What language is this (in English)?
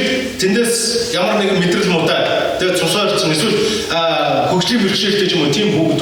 Mongolian